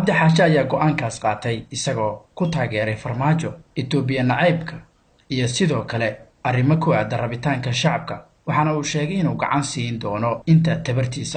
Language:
Somali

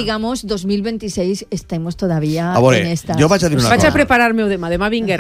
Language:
Catalan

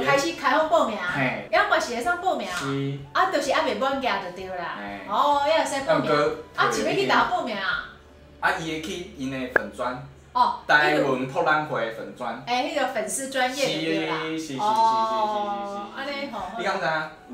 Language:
Min Nan Chinese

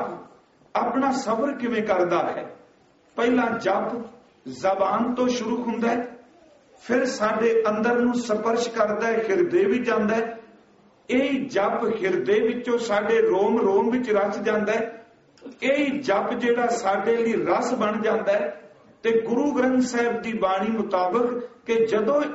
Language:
Punjabi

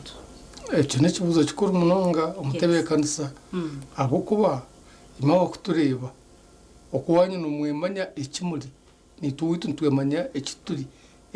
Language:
Nyankole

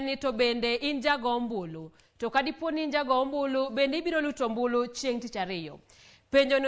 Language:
Luo (Kenya and Tanzania)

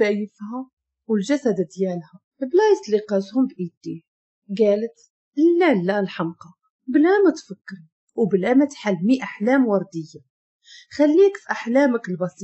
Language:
Moroccan Arabic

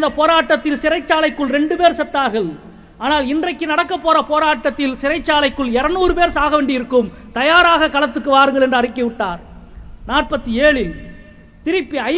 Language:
Tamil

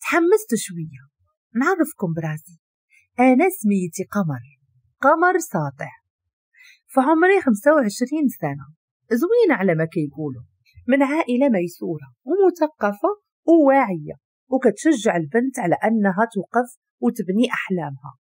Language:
Moroccan Arabic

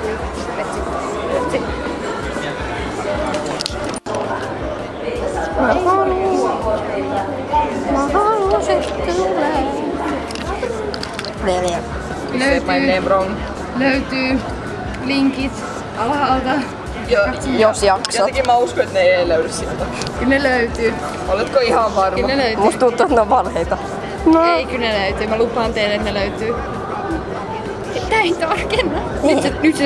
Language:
Finnish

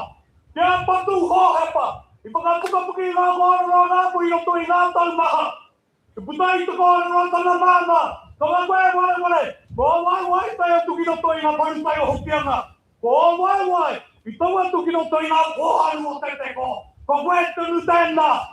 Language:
Māori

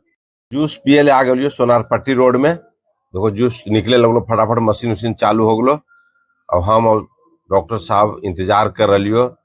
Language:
Magahi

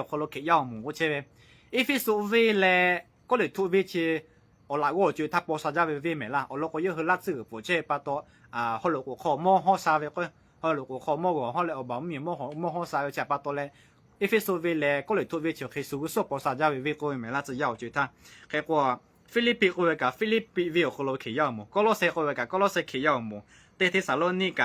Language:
Lahu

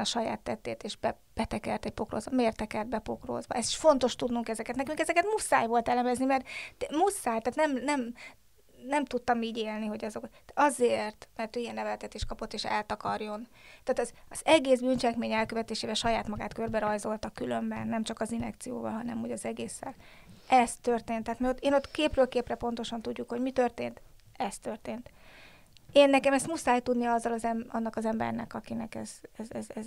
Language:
Hungarian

